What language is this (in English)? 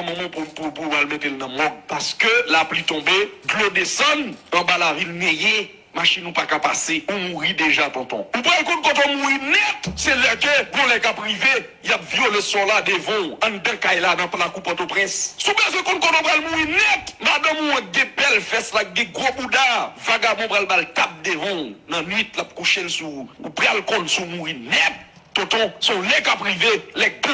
Haitian Creole